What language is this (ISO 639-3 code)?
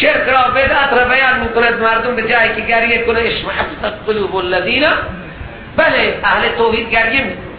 fas